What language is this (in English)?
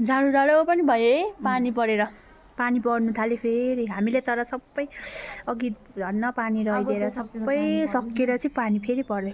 Nepali